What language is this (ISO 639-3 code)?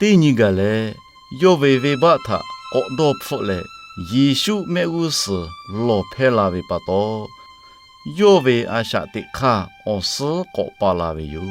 lhu